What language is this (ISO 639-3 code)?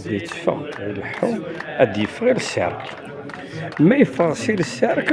kab